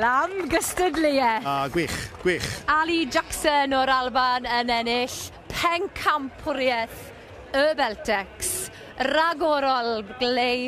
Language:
Welsh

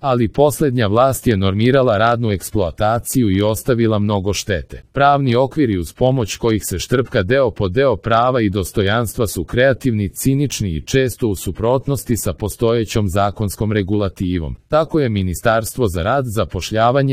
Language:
Serbian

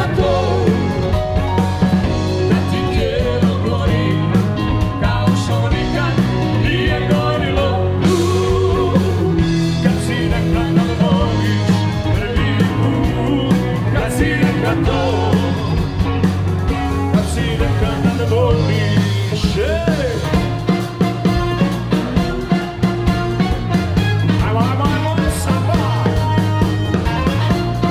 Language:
Croatian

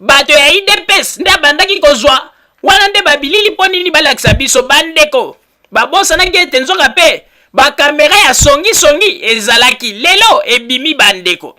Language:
Lingala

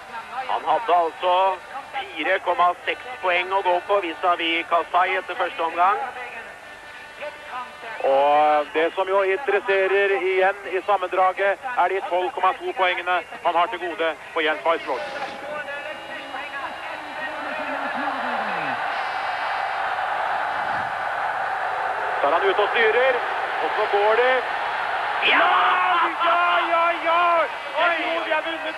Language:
Norwegian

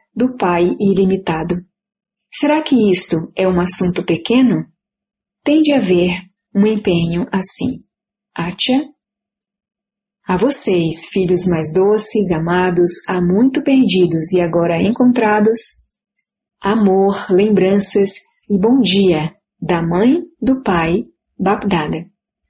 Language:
Portuguese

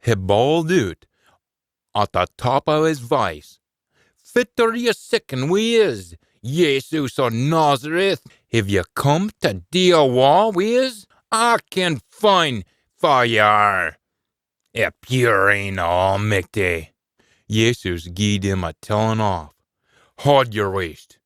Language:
Scots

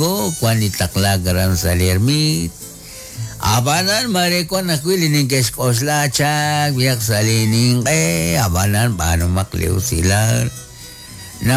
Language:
Kekchí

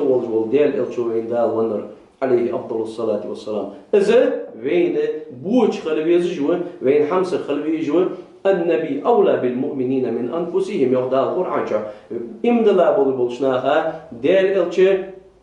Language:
Ingush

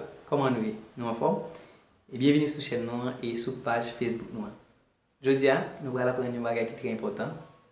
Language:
Haitian Creole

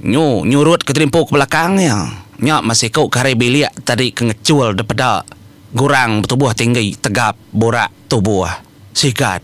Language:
Iban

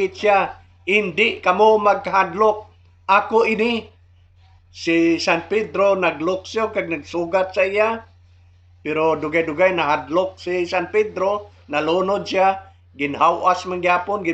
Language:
Hiligaynon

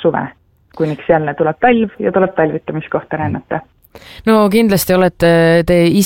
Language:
Estonian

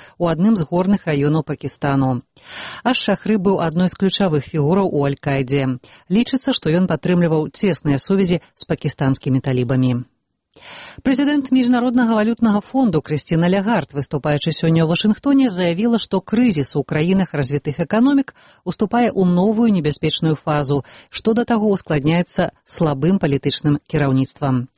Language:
Belarusian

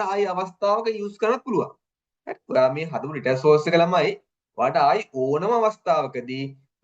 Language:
Sinhala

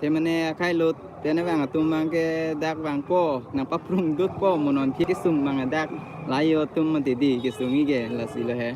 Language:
Karbi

